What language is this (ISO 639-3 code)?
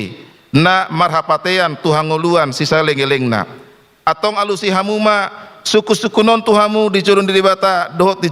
bbc